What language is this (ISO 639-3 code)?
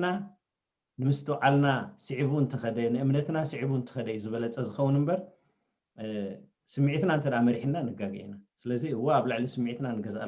tir